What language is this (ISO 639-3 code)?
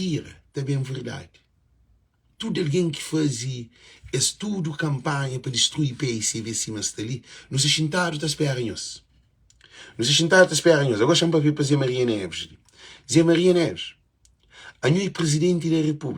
kea